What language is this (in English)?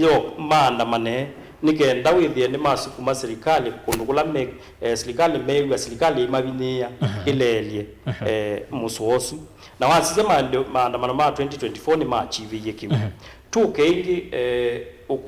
Kamba